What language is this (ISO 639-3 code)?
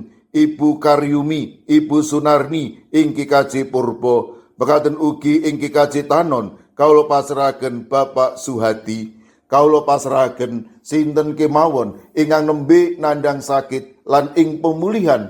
jav